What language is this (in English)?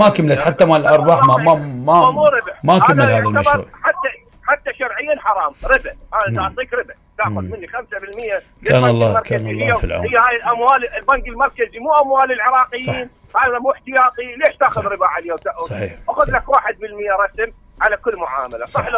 Mesopotamian Arabic